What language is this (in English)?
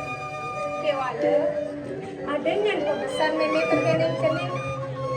Balinese